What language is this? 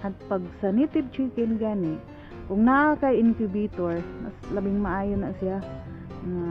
Cebuano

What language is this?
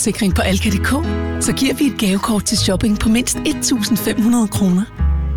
Danish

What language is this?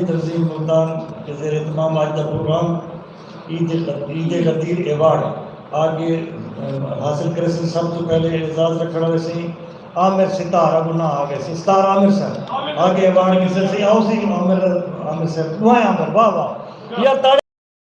Saraiki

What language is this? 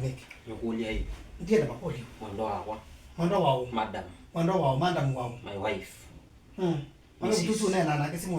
Kamba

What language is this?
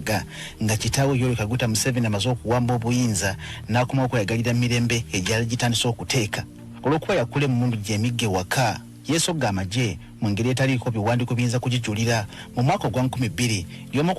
Ganda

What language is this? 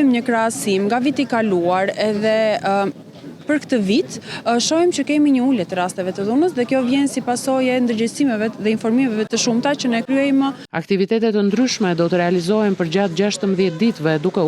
Albanian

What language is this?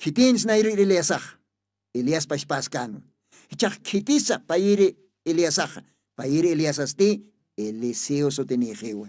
Aymara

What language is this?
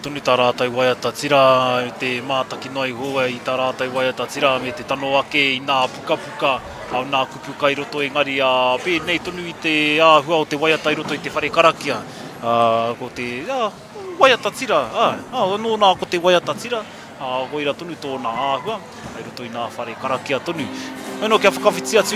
Māori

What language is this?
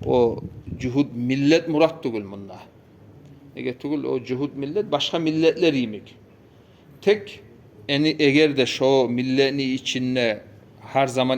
Kumyk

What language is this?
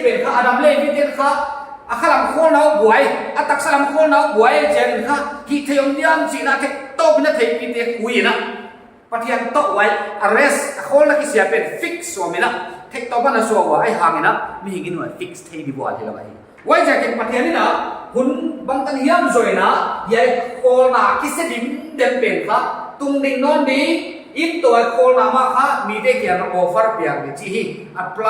Paite Chin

